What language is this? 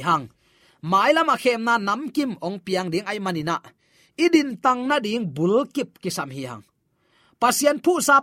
Tedim Chin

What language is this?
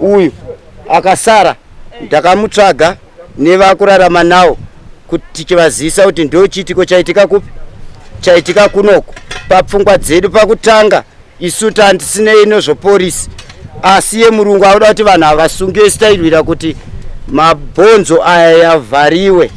Shona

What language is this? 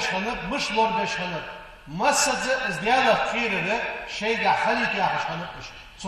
Ingush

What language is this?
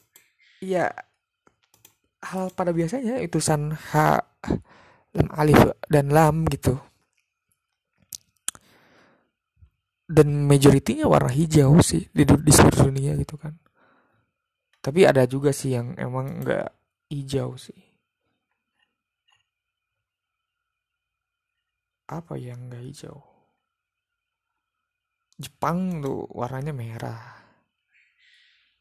Indonesian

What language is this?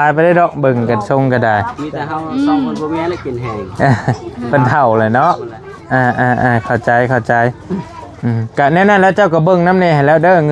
Lao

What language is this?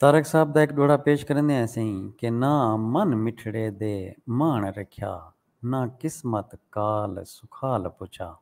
Saraiki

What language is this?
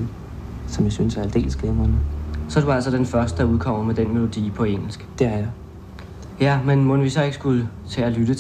Danish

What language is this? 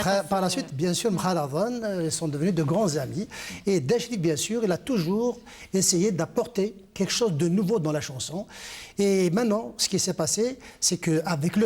Kabyle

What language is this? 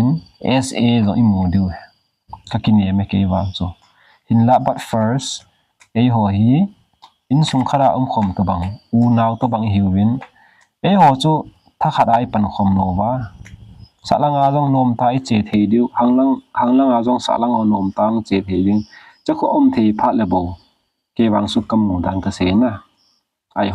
Thado Chin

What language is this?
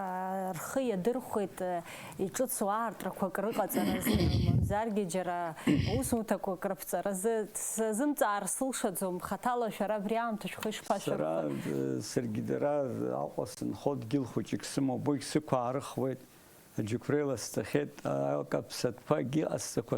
Abkhazian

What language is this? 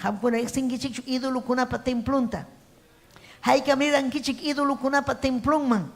Ayacucho Quechua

